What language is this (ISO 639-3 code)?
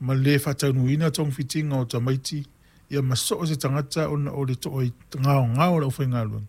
smo